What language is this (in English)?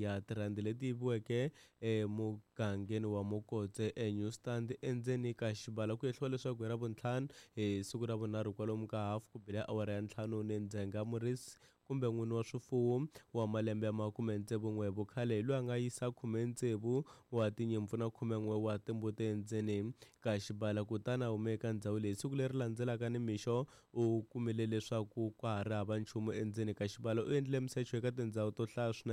Tsonga